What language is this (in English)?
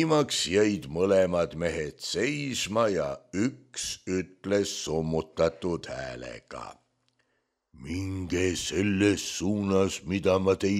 Estonian